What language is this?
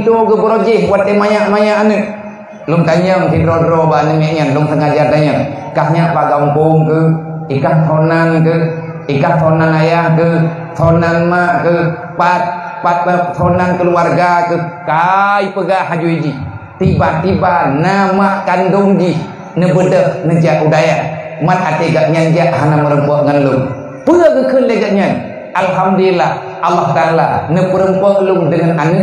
Achinese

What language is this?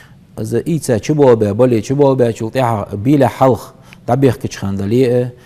Ingush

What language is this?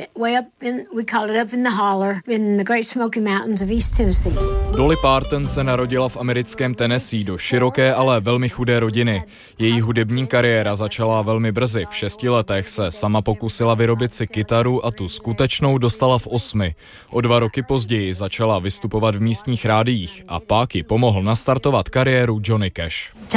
Czech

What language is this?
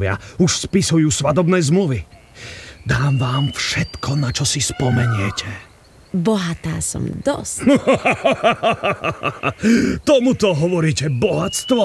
Slovak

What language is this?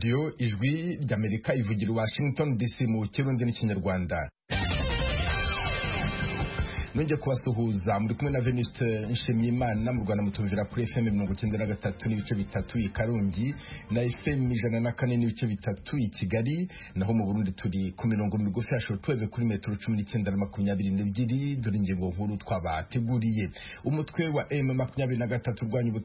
Kinyarwanda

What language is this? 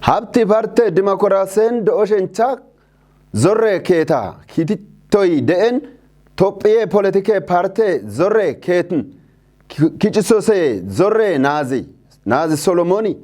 Kafa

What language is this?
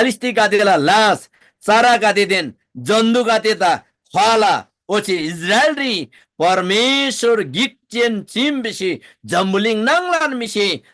Eastern Tamang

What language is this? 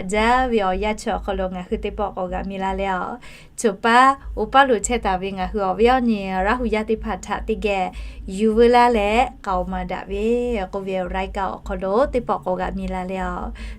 Lahu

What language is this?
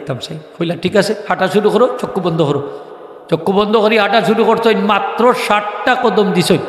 Sylheti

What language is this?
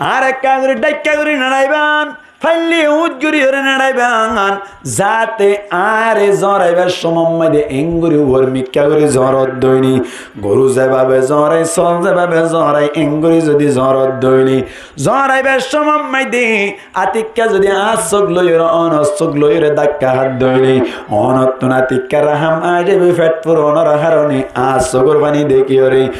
Rohingya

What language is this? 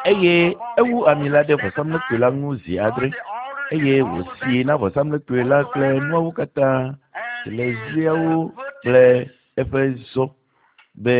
Ewe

